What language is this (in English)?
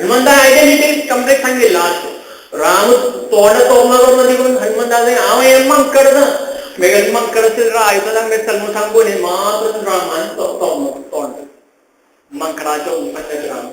Konkani